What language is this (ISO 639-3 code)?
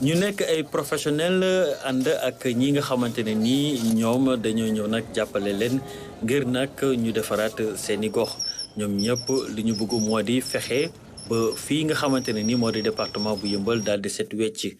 wol